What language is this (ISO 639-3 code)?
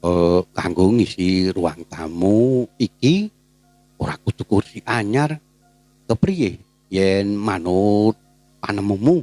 jav